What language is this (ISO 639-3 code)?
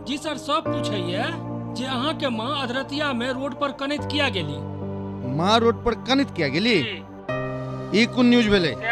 mai